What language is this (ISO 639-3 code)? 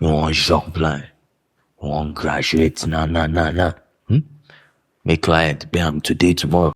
pcm